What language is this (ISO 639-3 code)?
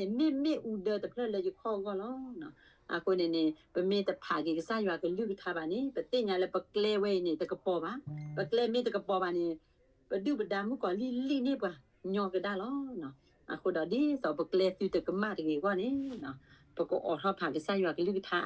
ksw